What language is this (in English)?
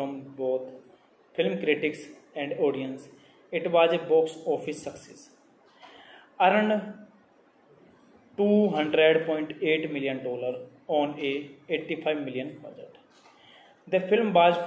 English